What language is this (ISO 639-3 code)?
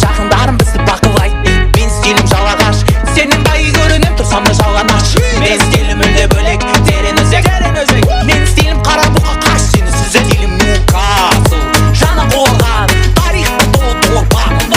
kaa